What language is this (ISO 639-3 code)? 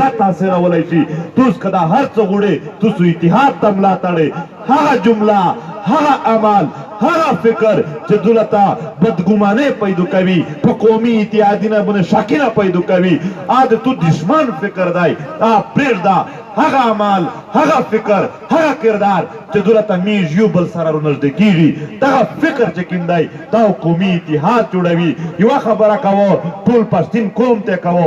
pus